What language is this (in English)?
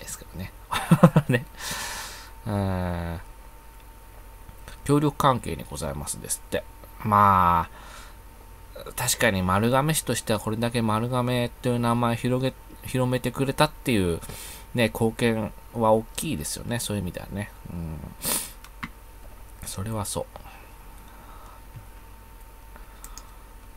Japanese